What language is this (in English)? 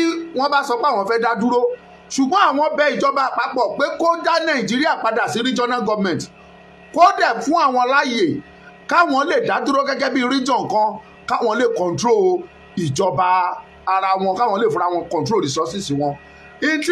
Yoruba